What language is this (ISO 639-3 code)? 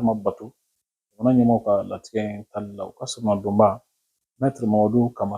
bam